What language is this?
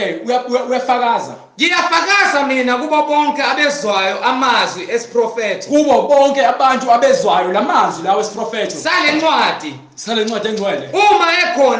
Zulu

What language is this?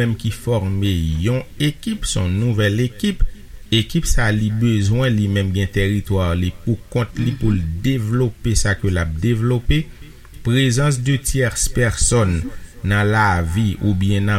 Haitian Creole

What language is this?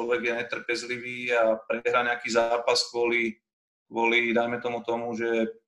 Slovak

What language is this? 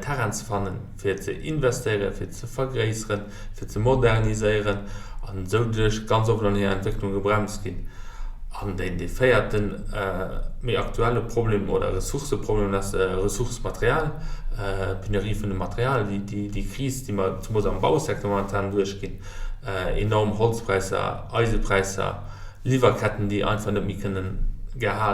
Luxembourgish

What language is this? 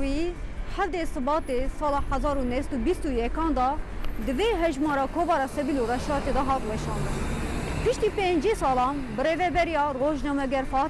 Kurdish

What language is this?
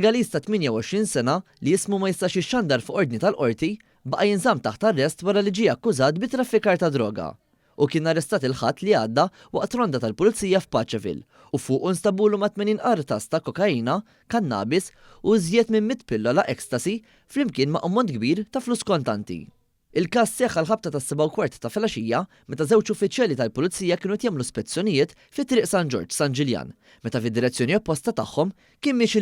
Maltese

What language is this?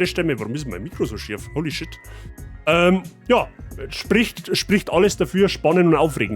Bavarian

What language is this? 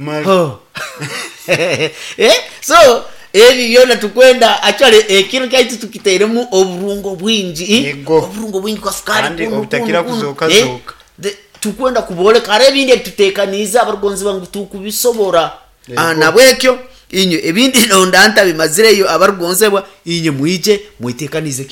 Nyoro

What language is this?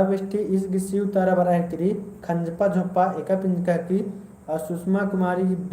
Kurukh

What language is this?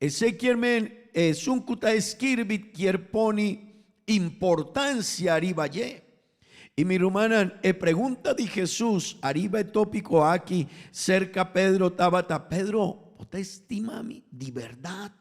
Papiamento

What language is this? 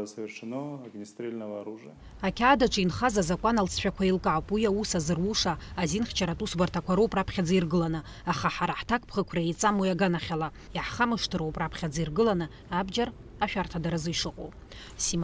Abkhazian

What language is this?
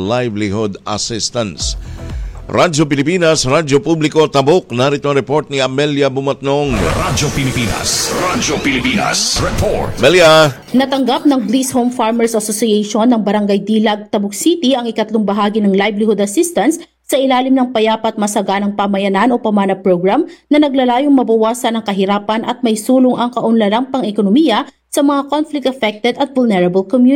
Filipino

